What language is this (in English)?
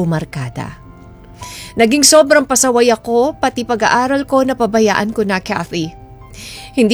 Filipino